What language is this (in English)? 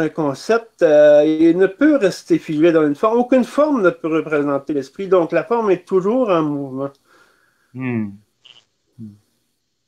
French